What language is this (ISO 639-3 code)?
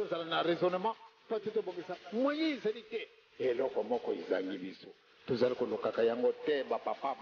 lin